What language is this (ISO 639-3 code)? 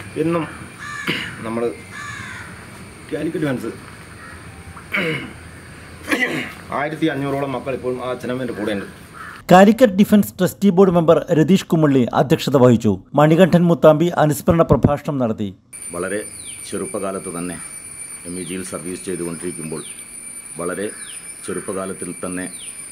mal